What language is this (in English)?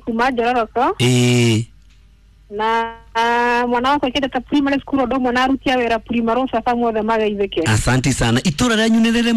Kikuyu